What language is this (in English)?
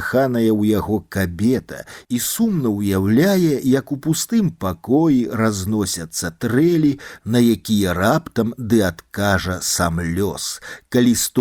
Belarusian